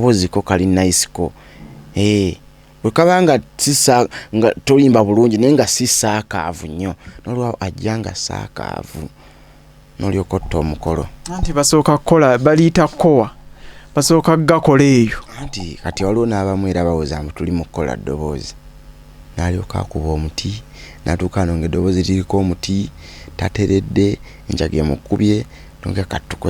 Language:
Ganda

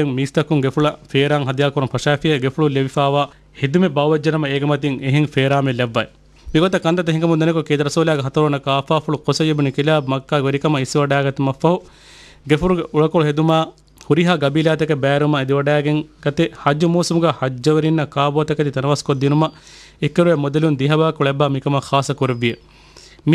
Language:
Divehi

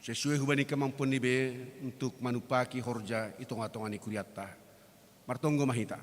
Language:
Batak Simalungun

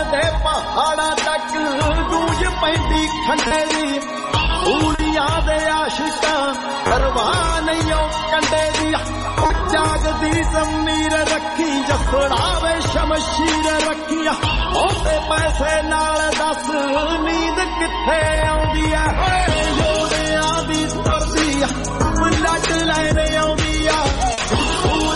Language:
Punjabi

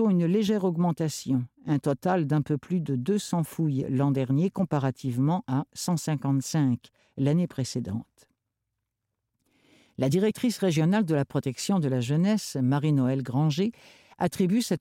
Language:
French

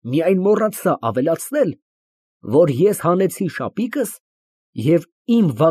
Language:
Armenian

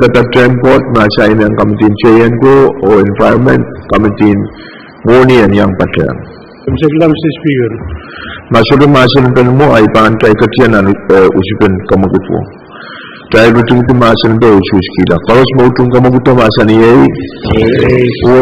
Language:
Pohnpeian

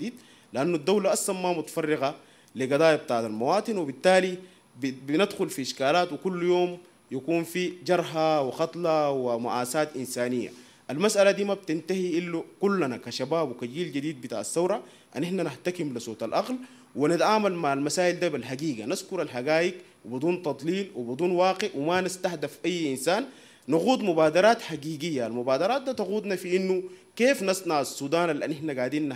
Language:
Sudanese Arabic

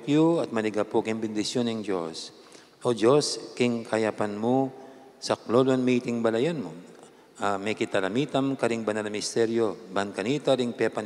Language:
Pampanga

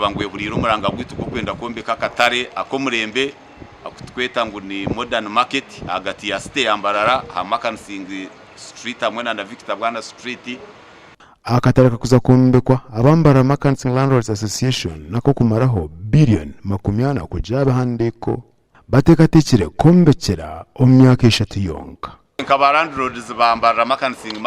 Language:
Nyankole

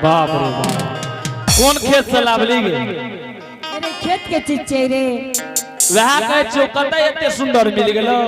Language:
Angika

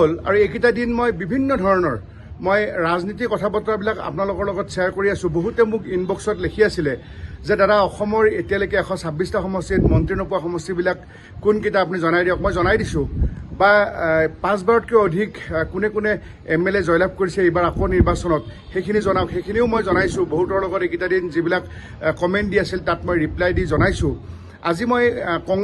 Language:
Assamese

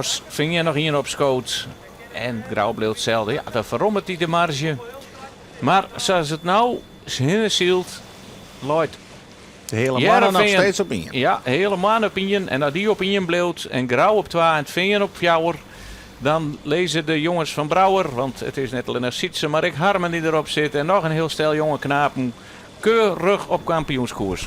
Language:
Western Frisian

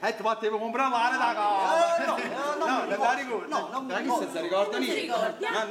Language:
Neapolitan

